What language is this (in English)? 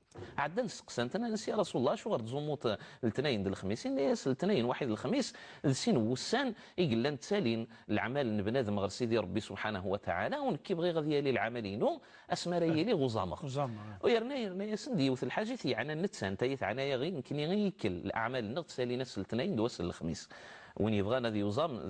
Kabyle